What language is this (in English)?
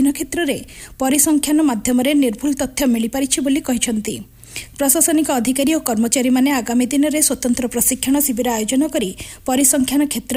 Odia